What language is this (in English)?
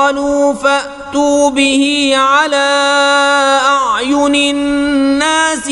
Kashmiri